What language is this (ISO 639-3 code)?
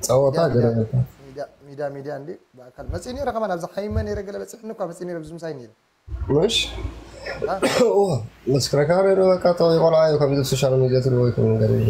tir